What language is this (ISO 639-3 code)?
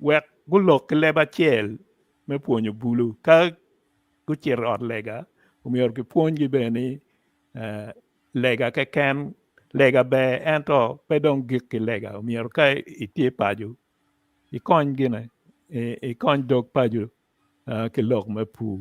ach